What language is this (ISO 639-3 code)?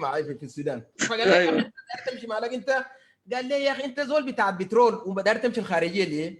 apd